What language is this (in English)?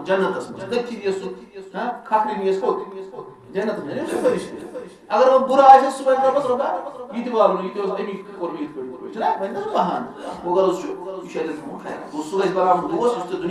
Kashmiri